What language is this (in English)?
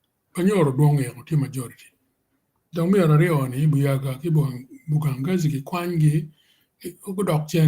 Acoli